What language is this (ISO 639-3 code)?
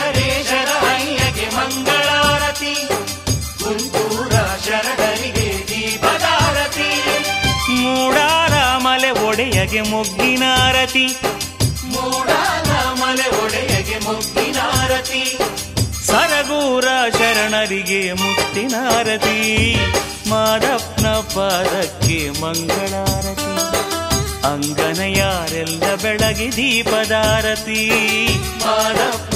kan